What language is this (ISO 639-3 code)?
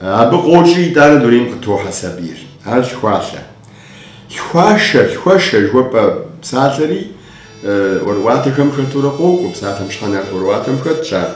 kbd